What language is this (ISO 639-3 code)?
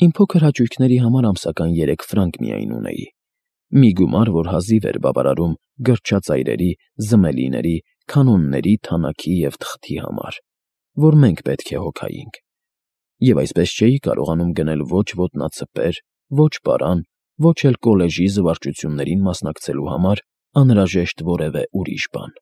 hye